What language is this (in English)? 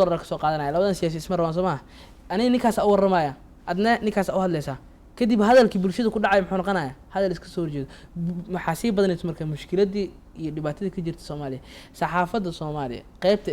Somali